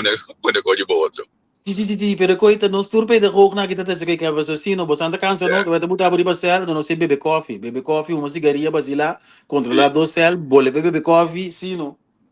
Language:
Papiamento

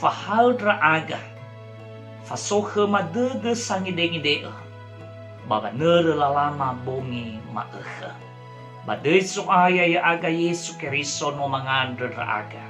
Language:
Nias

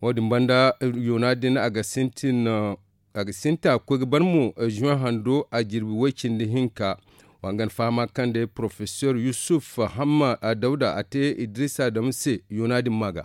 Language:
Zarma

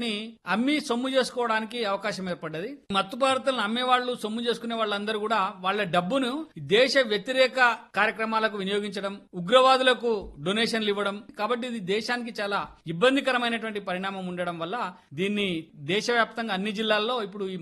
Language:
Telugu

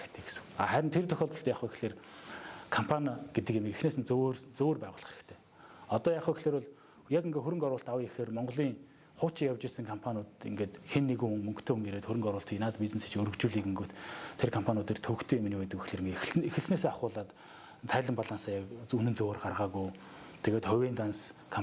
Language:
Mongolian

